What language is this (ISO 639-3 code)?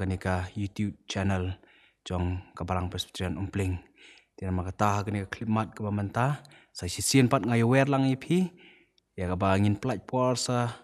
kha